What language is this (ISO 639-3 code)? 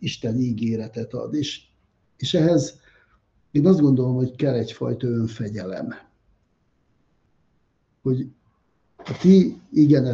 hun